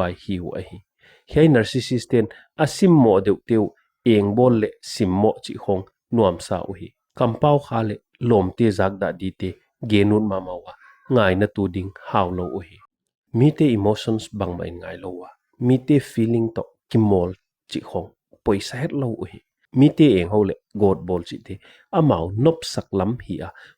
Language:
Paite Chin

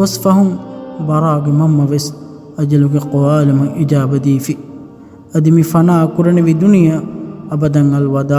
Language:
Divehi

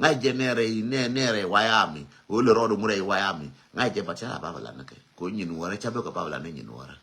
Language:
Nuer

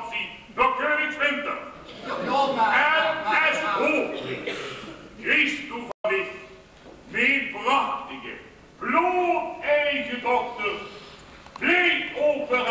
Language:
Limburgish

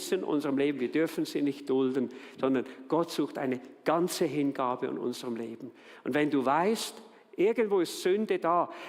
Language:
Swiss German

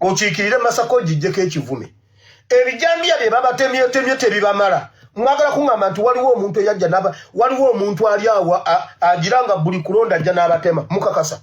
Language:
Ganda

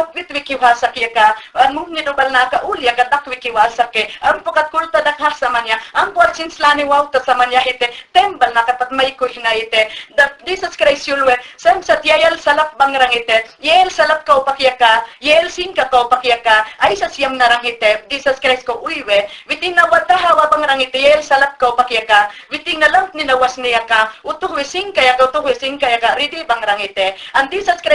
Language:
Mayangna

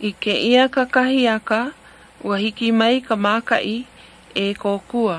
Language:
Hawaiian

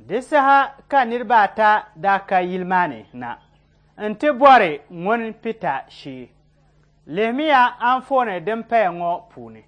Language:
Dagbani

